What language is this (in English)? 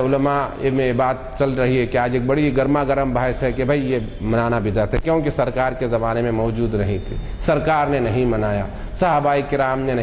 Urdu